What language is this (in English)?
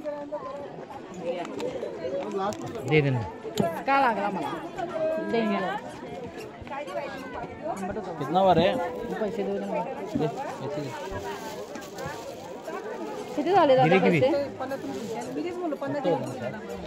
Marathi